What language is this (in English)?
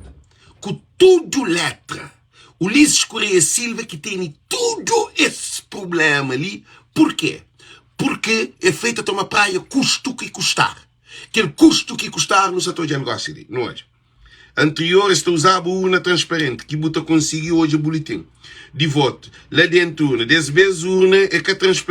Kabuverdianu